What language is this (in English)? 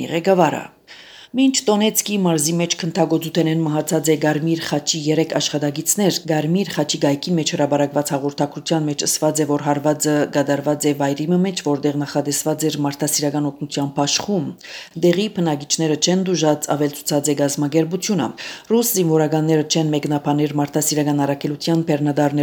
Armenian